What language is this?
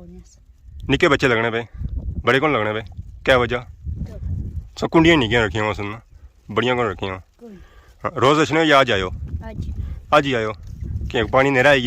Pahari-Potwari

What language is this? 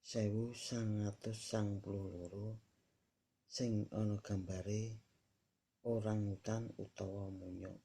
Javanese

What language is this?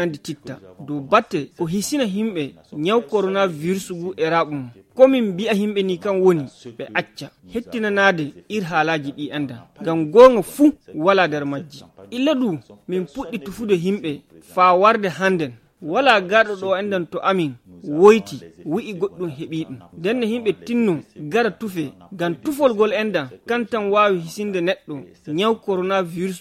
Fula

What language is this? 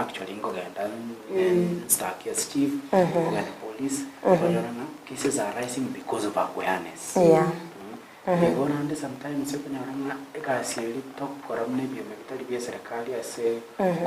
Gusii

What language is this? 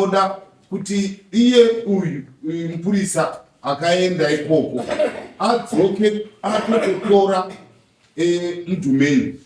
Shona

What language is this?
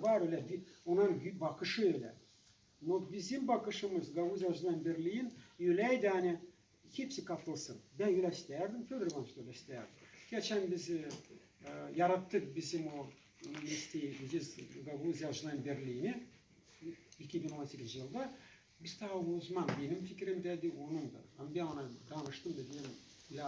Gagauz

